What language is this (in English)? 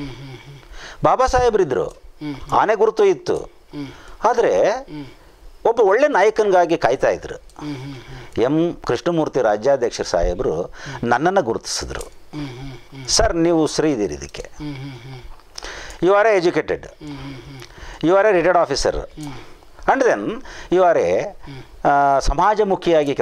Kannada